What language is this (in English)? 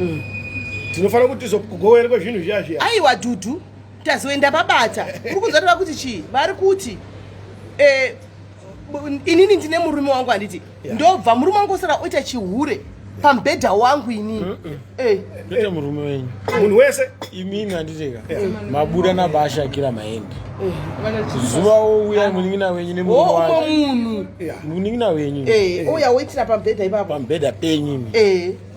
Shona